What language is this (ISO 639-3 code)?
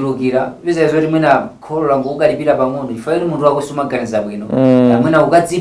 nya